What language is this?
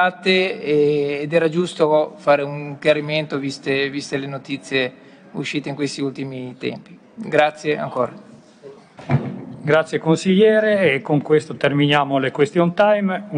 Italian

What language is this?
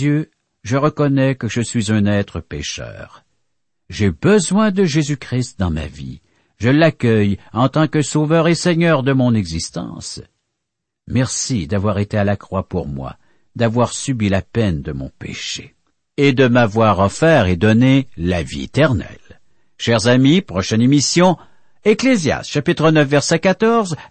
French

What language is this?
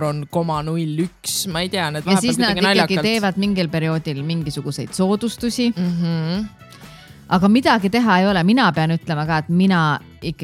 Estonian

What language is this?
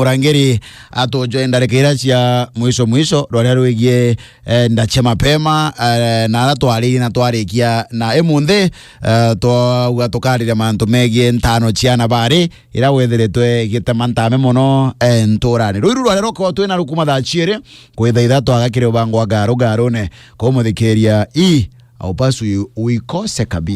Meru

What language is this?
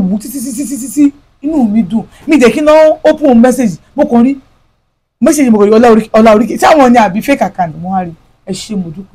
Yoruba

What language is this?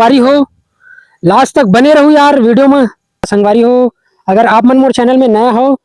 Chhattisgarhi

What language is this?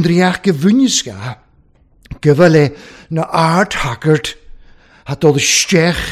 Welsh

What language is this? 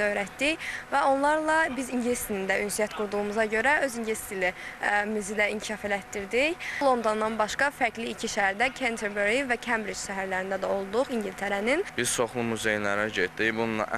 Azerbaijani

